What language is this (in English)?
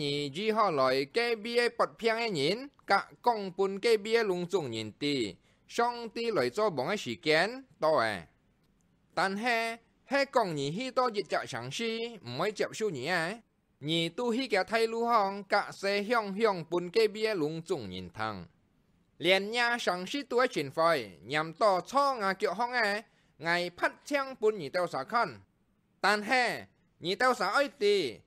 Hakka Chinese